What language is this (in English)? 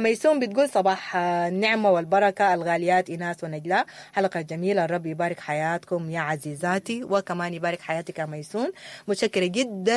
Sudanese Arabic